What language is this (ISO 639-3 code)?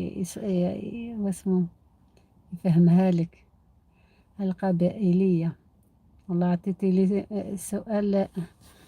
arq